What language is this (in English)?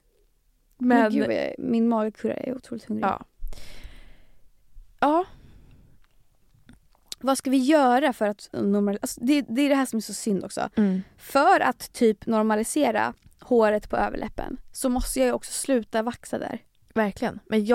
Swedish